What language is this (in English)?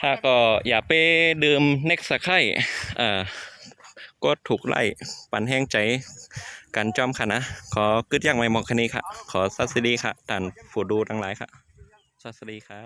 Shan